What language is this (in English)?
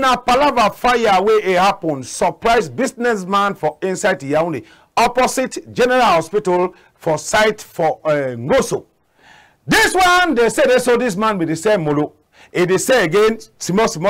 Cameroon Pidgin